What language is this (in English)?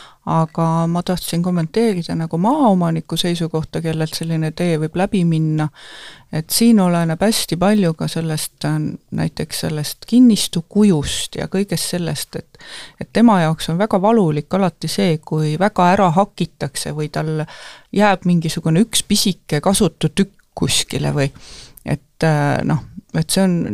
Estonian